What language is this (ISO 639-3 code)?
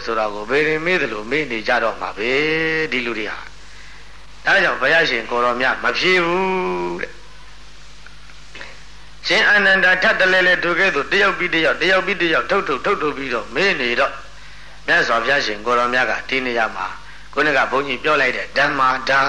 mya